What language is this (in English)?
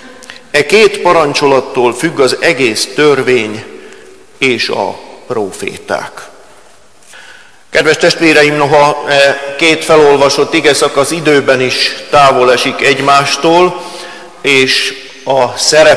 Hungarian